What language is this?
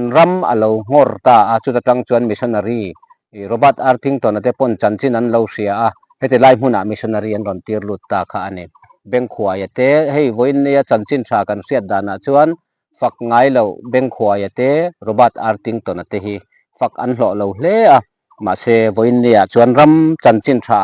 Mizo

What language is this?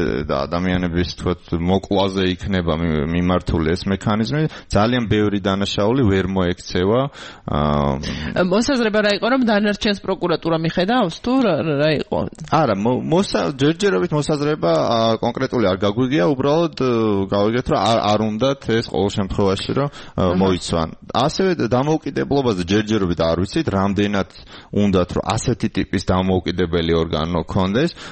Georgian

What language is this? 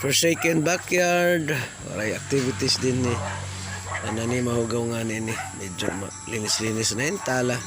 Waray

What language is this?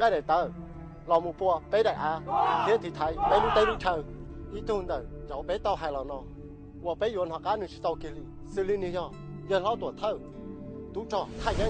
Hmong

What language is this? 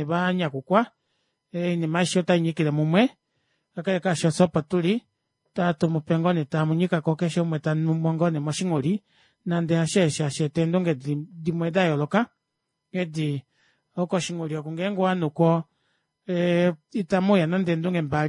Kuanyama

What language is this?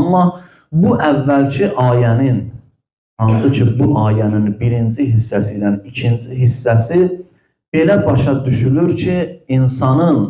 Azerbaijani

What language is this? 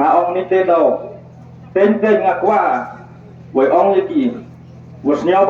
Khasi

